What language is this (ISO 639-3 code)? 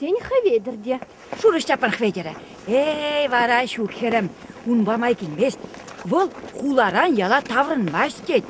chv